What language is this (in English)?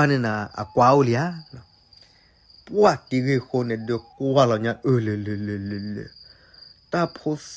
S'gaw Karen